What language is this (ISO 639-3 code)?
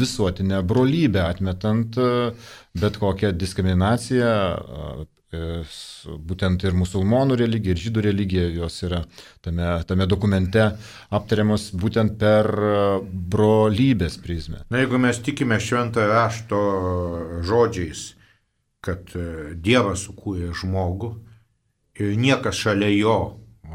lit